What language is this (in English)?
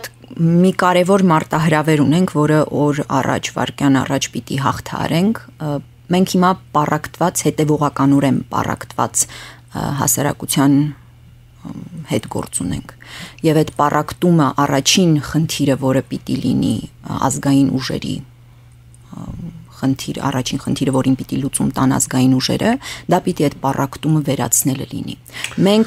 Armenian